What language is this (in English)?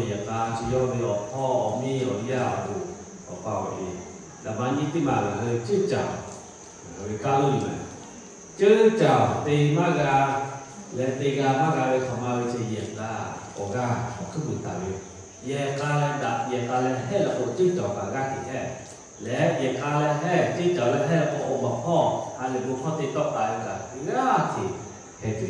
Lahu